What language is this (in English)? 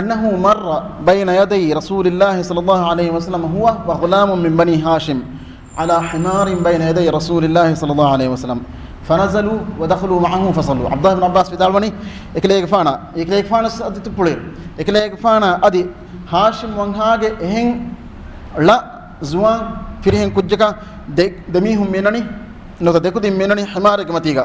Divehi